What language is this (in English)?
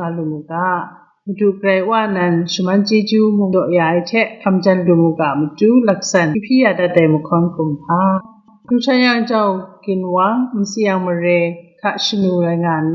Kachin